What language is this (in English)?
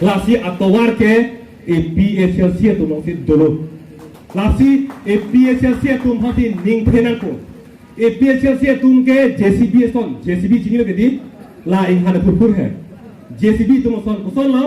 Karbi